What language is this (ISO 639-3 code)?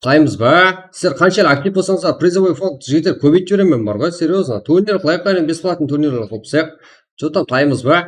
kaa